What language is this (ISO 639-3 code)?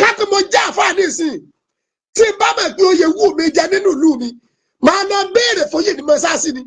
yor